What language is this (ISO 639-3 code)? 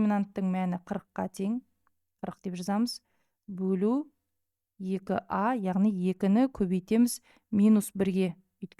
kaz